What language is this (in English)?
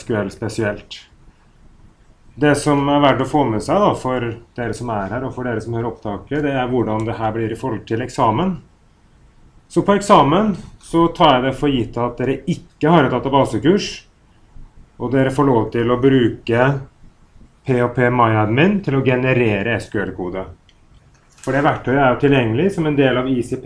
Norwegian